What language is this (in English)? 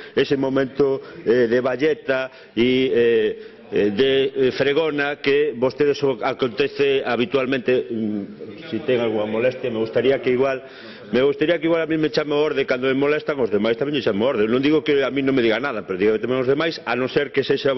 Galician